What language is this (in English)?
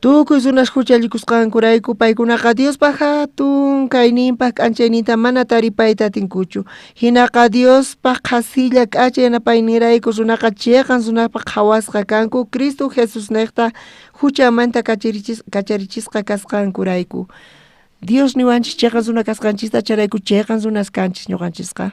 South Bolivian Quechua